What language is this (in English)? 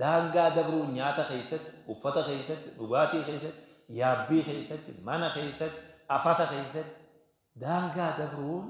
Oromo